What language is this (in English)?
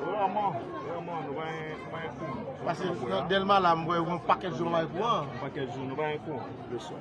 Haitian Creole